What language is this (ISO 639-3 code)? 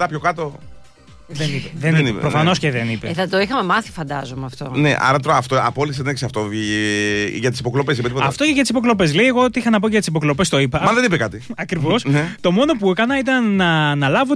ell